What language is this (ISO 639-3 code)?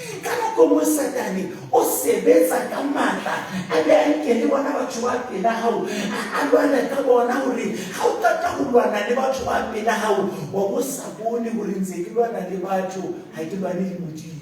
sot